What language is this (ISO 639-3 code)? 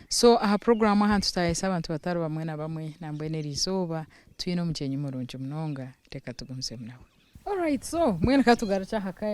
nyn